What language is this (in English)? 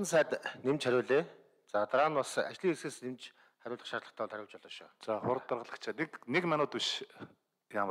Mongolian